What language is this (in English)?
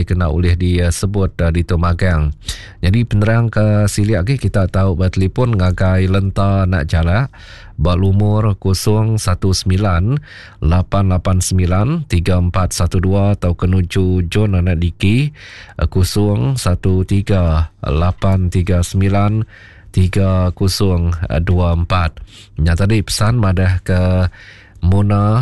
Iban